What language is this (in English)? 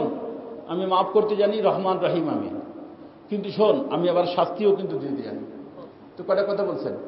Bangla